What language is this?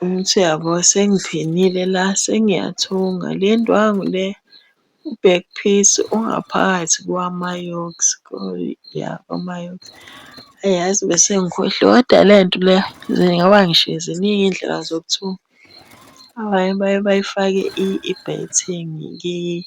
Zulu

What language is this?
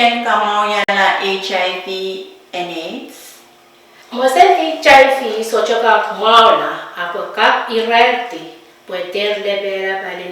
Pohnpeian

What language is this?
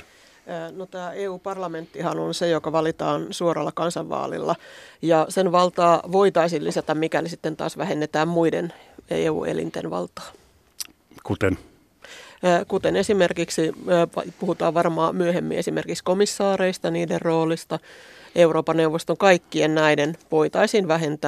Finnish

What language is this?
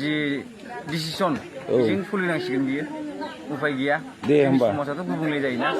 Bodo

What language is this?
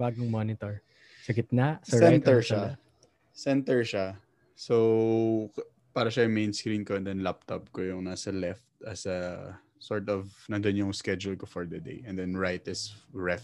Filipino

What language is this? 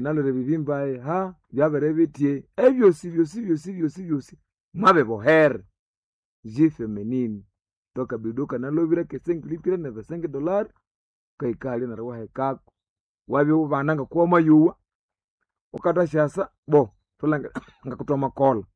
Nande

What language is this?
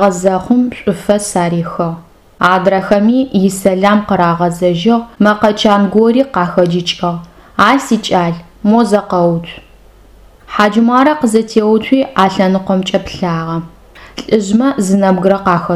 Adyghe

